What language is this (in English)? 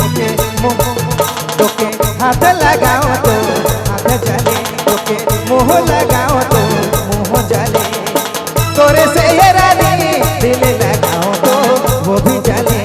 Sadri